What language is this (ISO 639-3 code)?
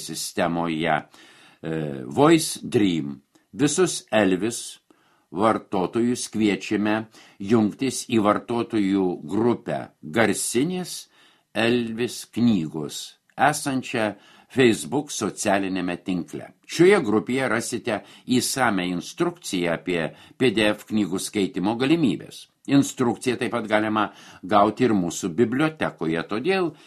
lit